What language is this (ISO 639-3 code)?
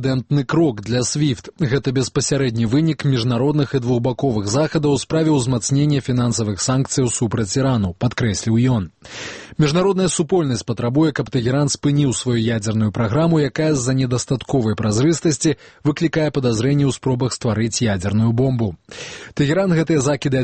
bel